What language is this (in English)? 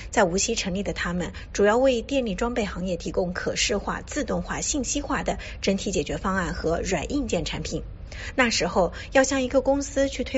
Chinese